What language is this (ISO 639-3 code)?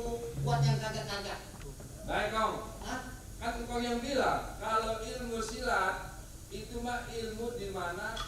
bew